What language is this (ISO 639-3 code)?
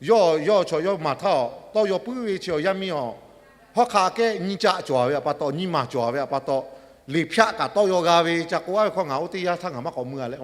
lhu